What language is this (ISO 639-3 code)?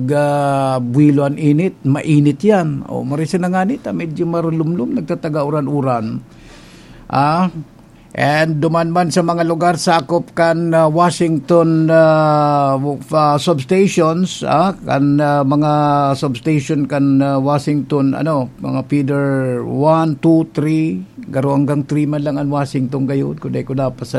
bik